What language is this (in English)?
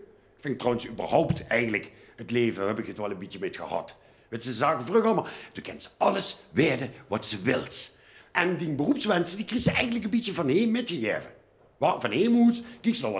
Limburgish